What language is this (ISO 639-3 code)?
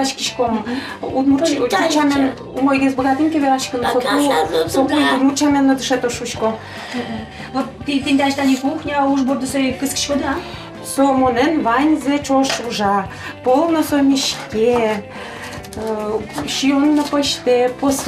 udm